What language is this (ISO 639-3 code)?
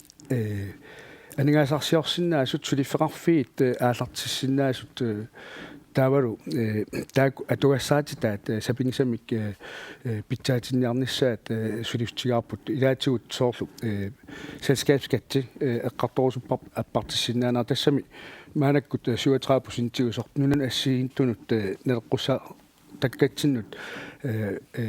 kal